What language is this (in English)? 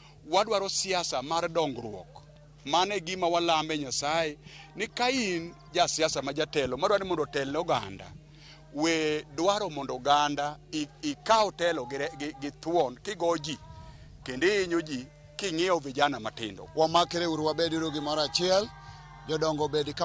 Luo (Kenya and Tanzania)